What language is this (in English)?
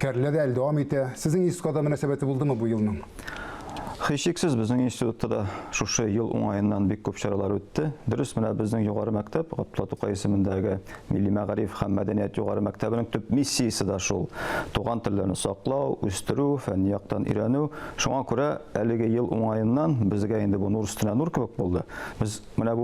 Tatar